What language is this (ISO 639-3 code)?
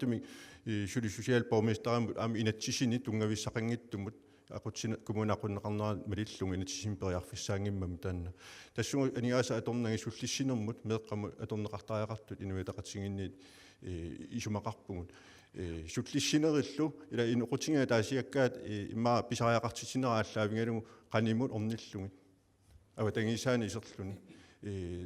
kal